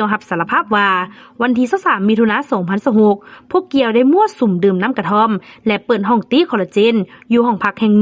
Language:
Lao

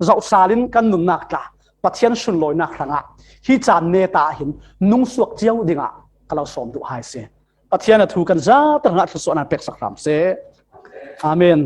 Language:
Falam Chin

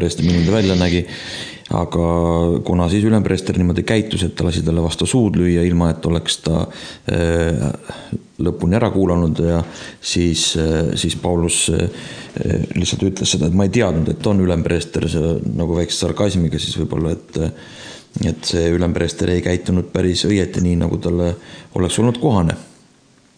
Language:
Estonian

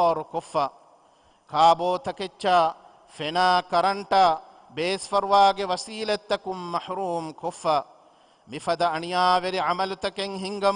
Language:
Divehi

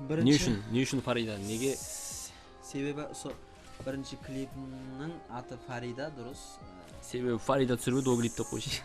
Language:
Kara-Kalpak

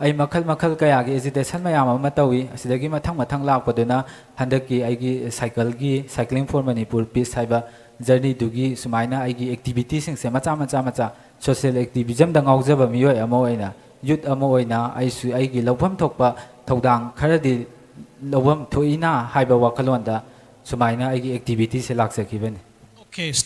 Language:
Manipuri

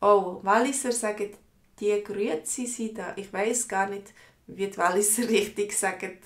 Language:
Swiss German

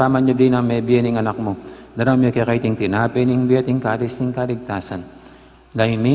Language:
Pampanga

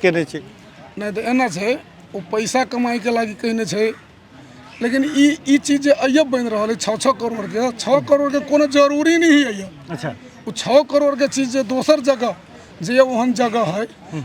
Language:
Maithili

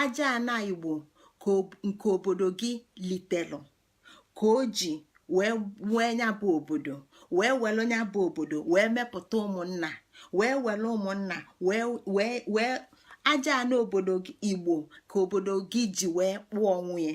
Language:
Igbo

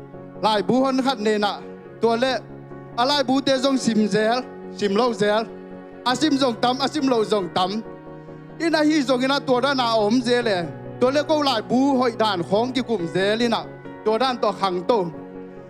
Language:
Tedim Chin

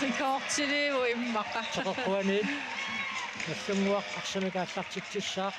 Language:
Kalaallisut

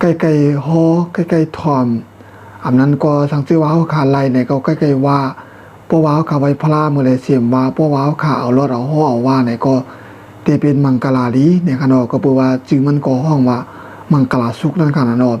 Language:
Shan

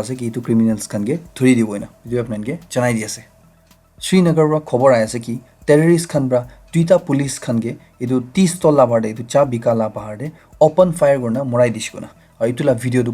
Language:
Naga Pidgin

